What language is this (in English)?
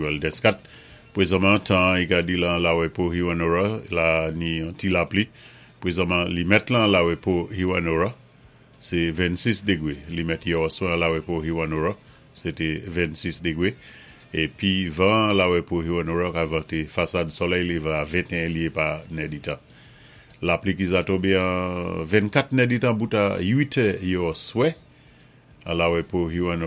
Saint Lucian Creole French